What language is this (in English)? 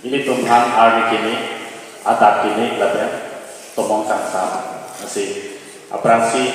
Karbi